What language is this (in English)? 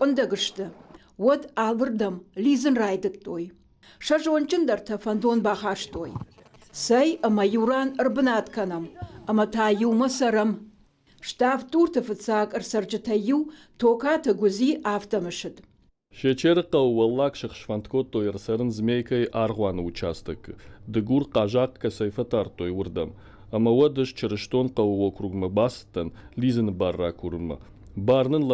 Ossetic